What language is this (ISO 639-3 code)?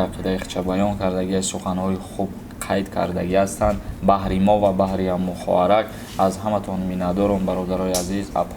tgk